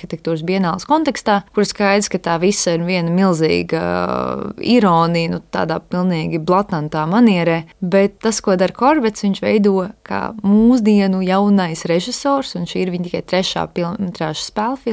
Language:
Latvian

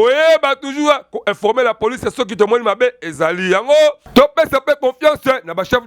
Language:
Lingala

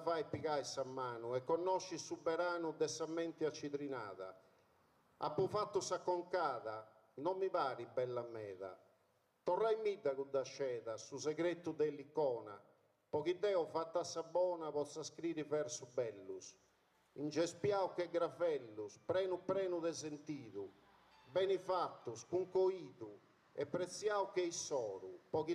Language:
Sardinian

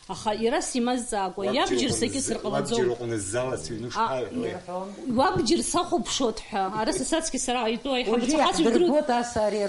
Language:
Abkhazian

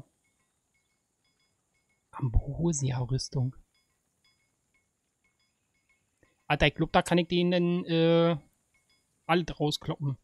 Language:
German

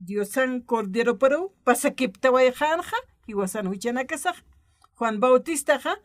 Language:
Aymara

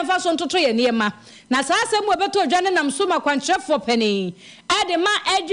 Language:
Akan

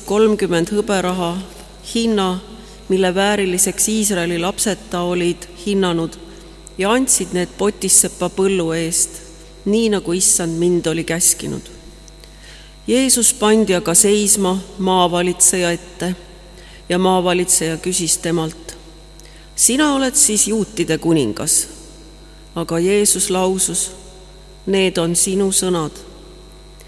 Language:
Estonian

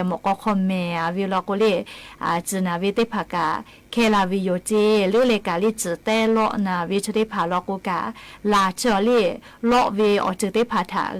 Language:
Lahu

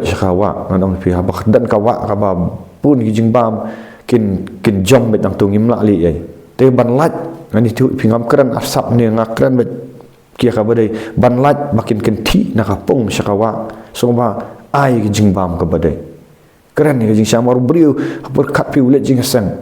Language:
Khasi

